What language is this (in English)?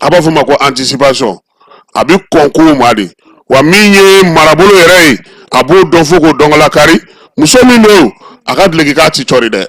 Bambara